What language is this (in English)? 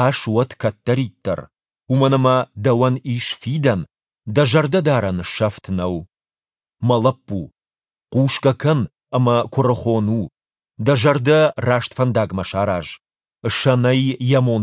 Ossetic